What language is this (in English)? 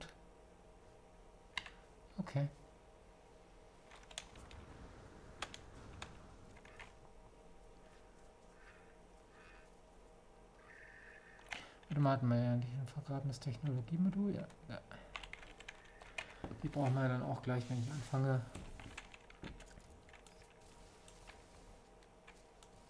German